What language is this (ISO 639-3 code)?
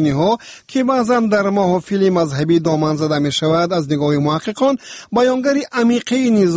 fas